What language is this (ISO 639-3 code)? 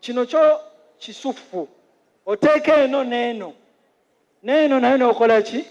lug